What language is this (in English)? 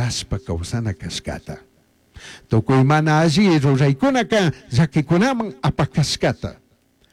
Chimborazo Highland Quichua